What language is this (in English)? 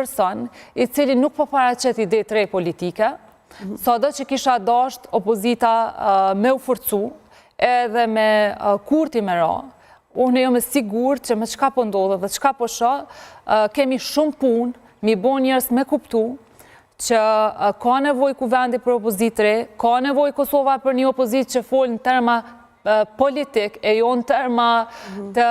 Albanian